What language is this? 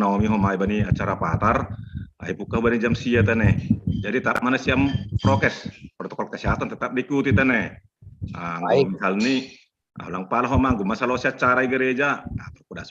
Batak Simalungun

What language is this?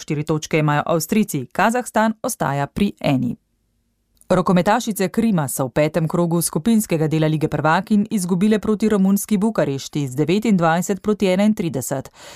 Slovenian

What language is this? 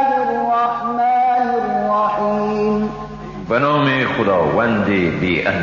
Persian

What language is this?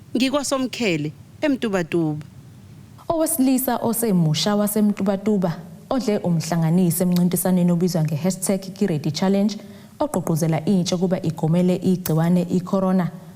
Zulu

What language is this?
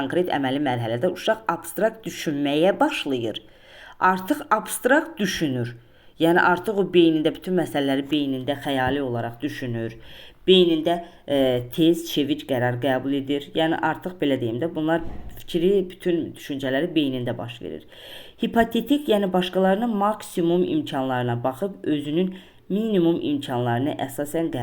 Azerbaijani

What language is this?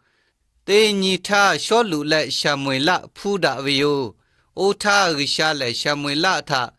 Lahu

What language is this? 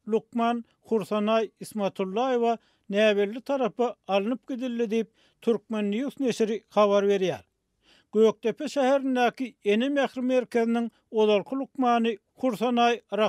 Turkmen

